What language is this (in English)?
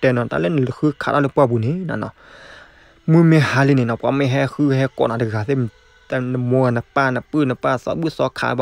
S'gaw Karen